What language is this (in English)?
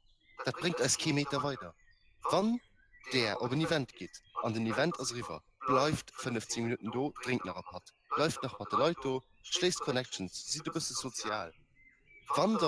Luxembourgish